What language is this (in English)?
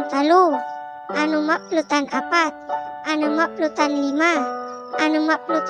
Pangasinan